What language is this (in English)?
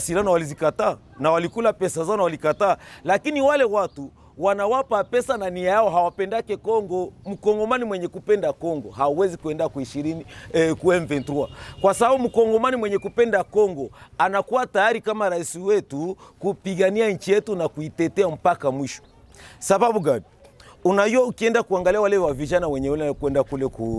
Swahili